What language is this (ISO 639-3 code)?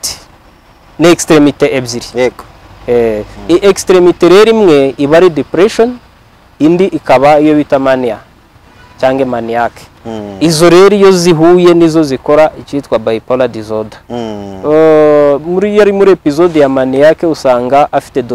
kin